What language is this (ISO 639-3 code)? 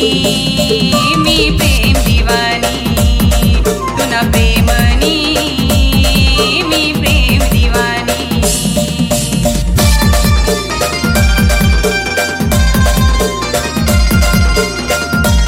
mar